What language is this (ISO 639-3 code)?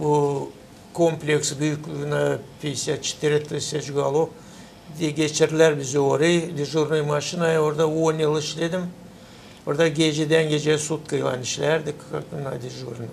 gag